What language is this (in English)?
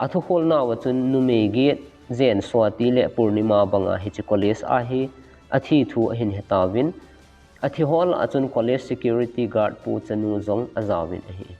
Thado Chin